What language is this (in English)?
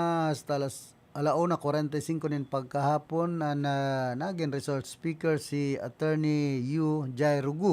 Bikol